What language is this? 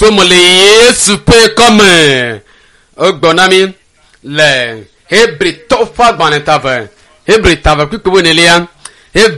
Ewe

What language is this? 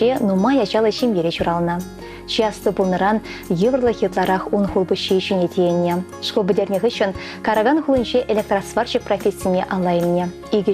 Chuvash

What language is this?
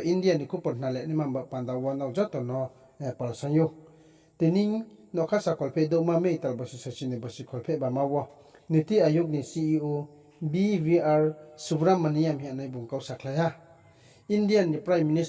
Riang (India)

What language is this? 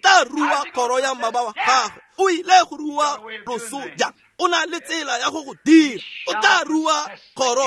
Tswana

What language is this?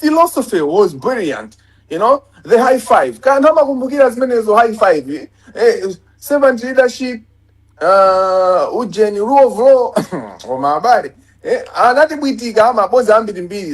Nyanja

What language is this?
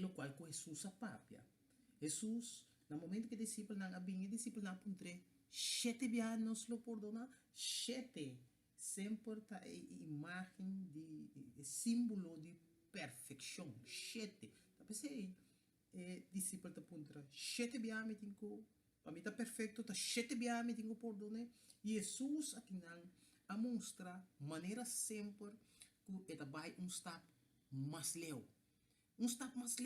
Papiamento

